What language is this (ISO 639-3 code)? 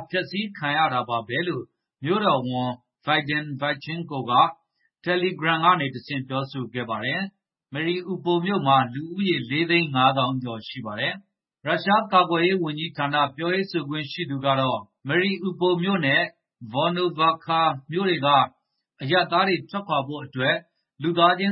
mya